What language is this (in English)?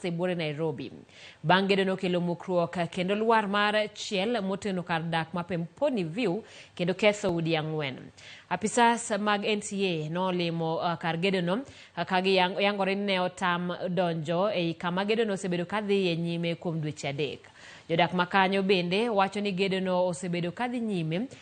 Luo (Kenya and Tanzania)